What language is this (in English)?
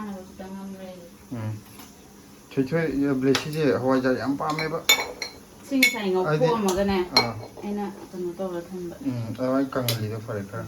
Manipuri